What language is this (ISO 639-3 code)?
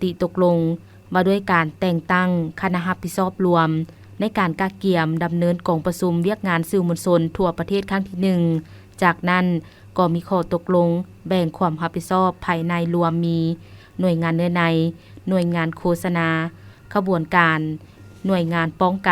lao